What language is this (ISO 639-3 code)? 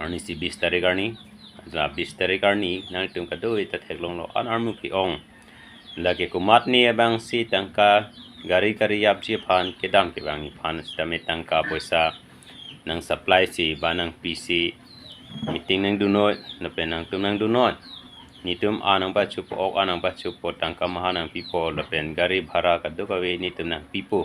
mjw